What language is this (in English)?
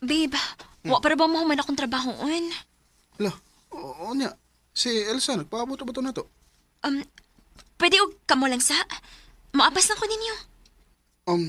Cebuano